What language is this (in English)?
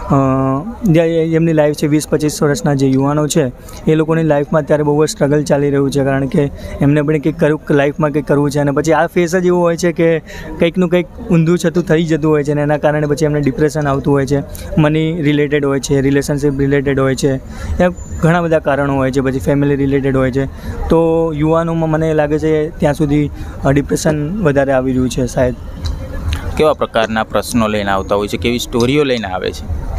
Gujarati